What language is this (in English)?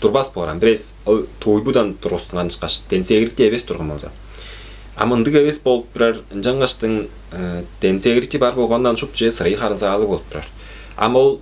Tuvinian